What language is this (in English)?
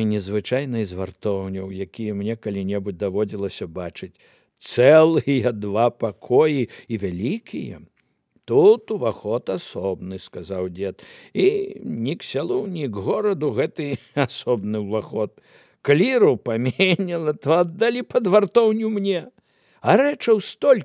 Belarusian